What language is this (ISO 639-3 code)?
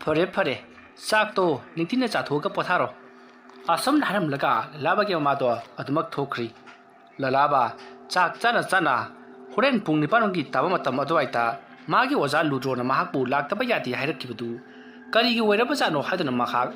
mni